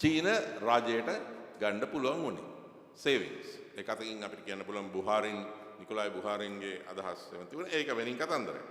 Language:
Sinhala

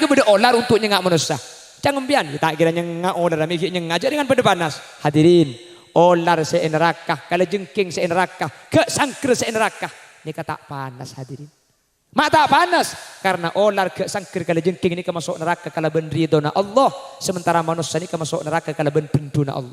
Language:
Madurese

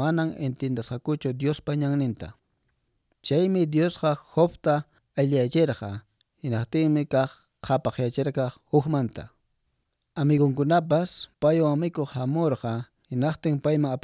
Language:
Quechua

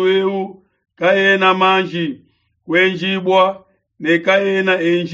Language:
Luba-Lulua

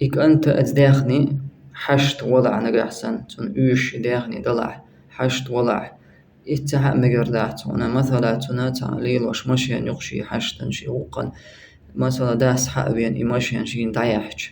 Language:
Chechen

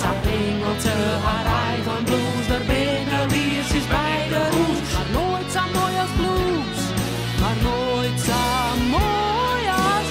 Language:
Western Frisian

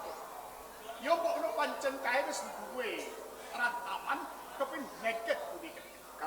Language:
Javanese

